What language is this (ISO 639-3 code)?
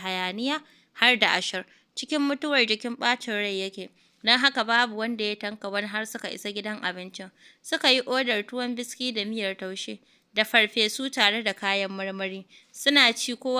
hau